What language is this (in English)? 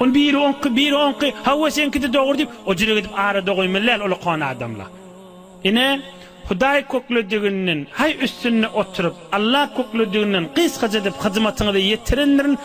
Turkmen